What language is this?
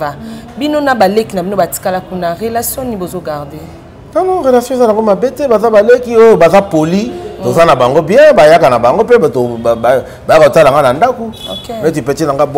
Lingala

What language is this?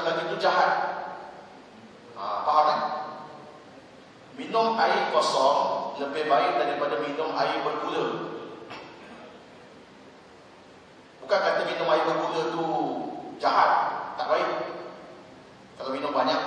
Malay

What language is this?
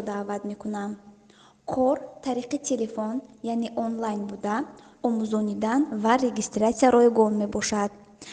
Tajik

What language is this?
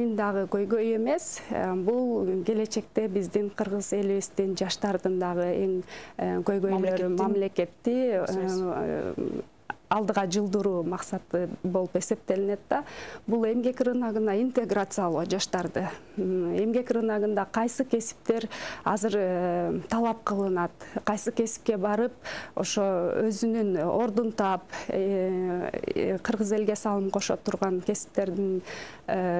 Kyrgyz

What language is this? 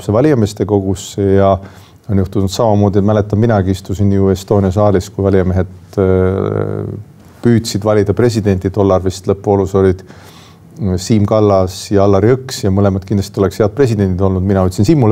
Estonian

